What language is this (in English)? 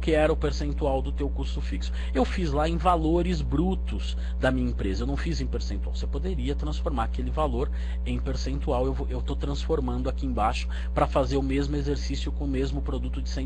Portuguese